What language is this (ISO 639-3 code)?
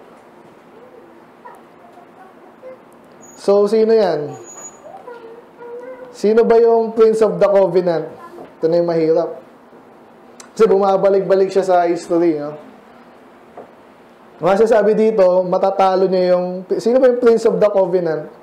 fil